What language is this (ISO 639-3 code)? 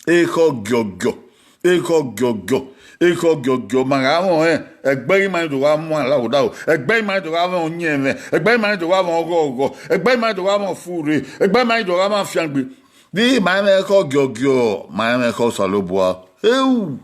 bin